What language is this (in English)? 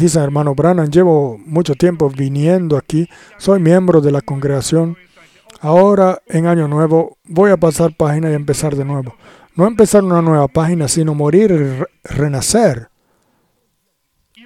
Spanish